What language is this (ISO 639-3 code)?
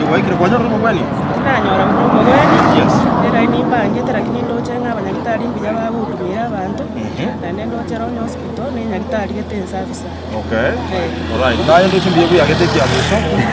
guz